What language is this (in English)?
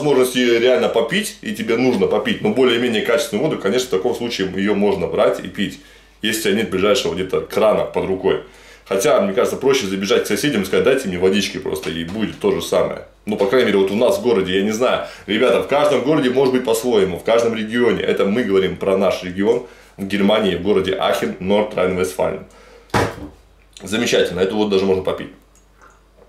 Russian